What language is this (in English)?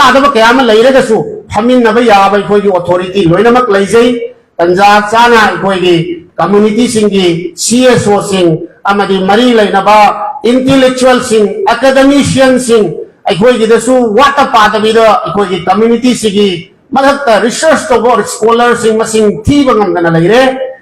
Manipuri